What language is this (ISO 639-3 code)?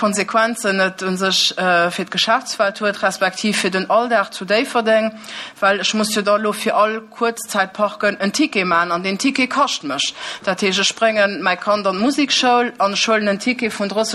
ltz